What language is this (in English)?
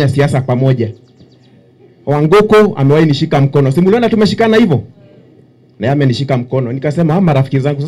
Swahili